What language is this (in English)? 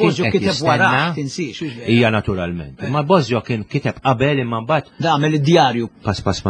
Maltese